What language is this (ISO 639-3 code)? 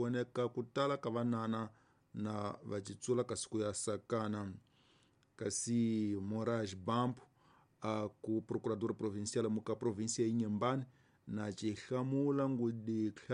tso